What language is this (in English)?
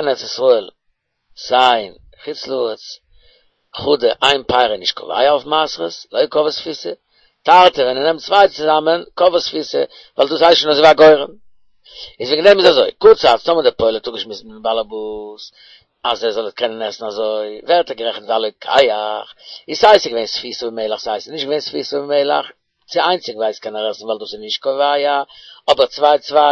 Yiddish